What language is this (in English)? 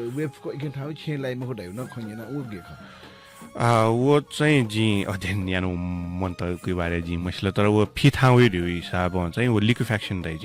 Newari